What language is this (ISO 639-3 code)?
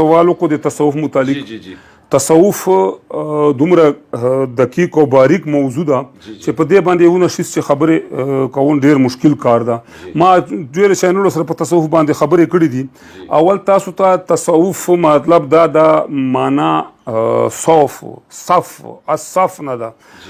pus